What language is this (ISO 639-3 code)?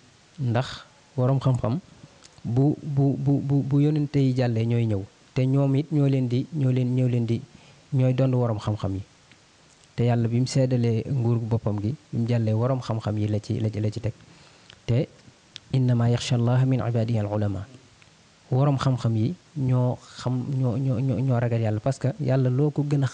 wol